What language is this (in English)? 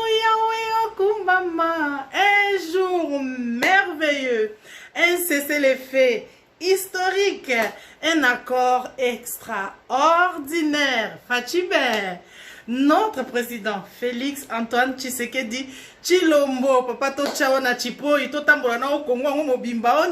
Lingala